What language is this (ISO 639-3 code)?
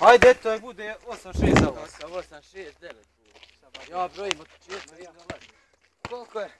bos